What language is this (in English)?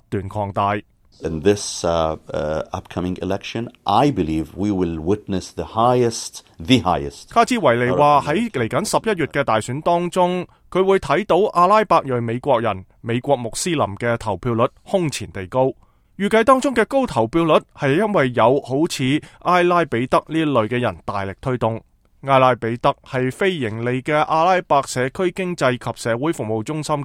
Cantonese